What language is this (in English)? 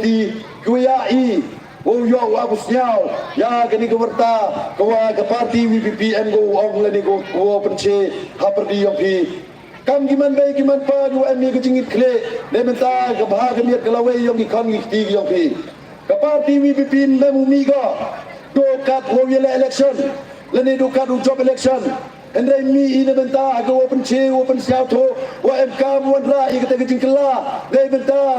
Pnar